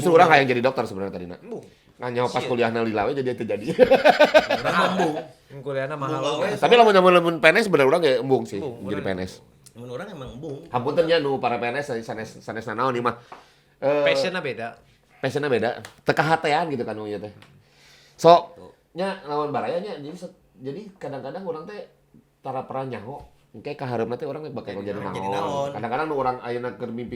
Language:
Sundanese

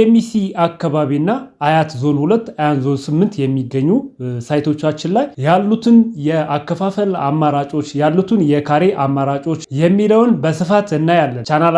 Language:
Amharic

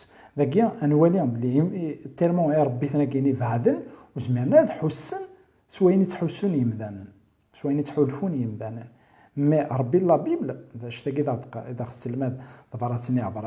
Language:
Kabyle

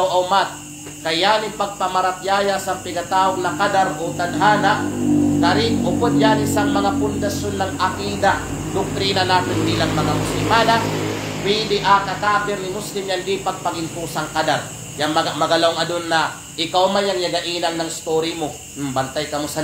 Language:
Kalagan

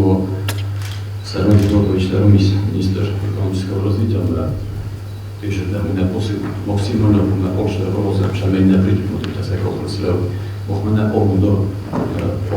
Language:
Ossetic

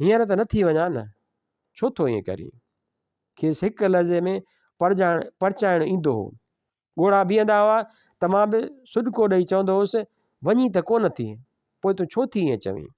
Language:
Sindhi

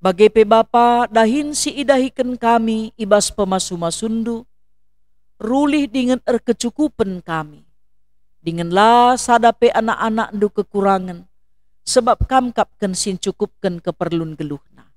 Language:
Batak Karo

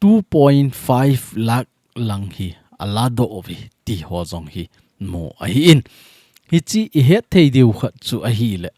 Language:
Thado Chin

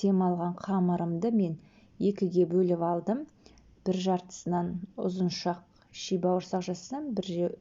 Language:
Kazakh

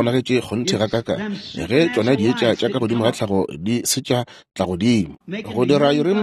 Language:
Northern Sotho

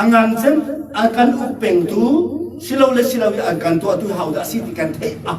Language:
Hakha Chin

